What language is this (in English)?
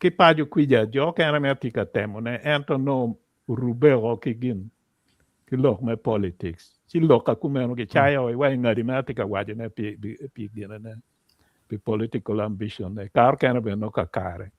Acoli